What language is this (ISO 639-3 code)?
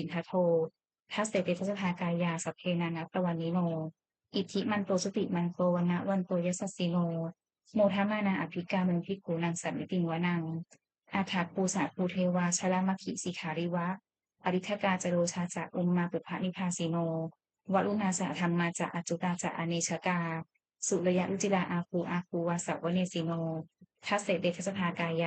pli